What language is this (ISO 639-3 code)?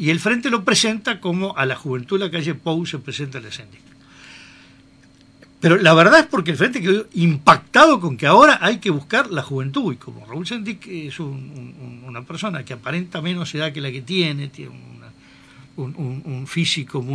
spa